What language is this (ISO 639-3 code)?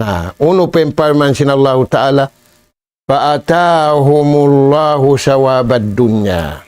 tsg